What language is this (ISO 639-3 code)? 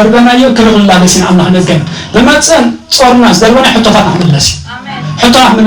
tir